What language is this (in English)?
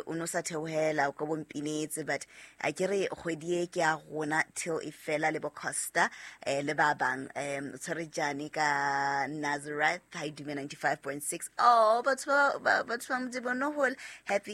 Southern Sotho